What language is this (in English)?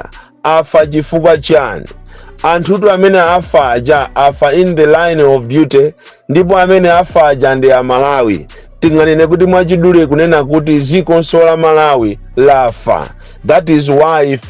Nyanja